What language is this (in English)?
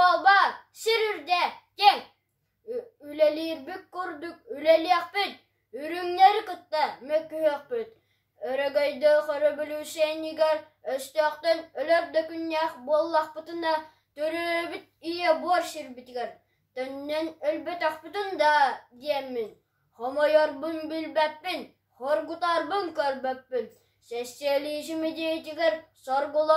Yakut